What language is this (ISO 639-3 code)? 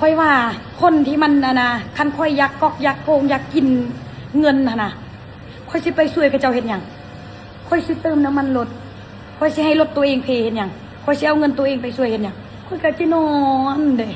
lao